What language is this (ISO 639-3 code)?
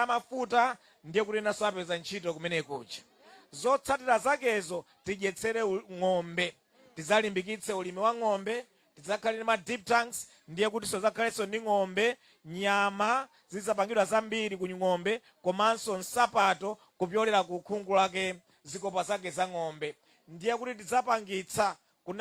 nya